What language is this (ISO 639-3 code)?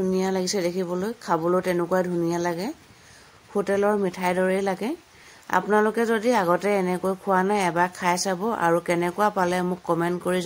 asm